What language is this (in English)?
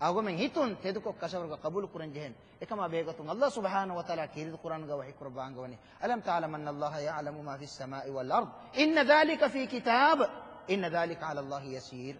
Divehi